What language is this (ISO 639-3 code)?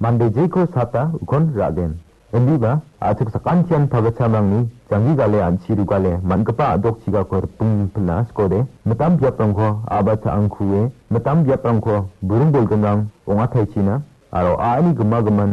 grt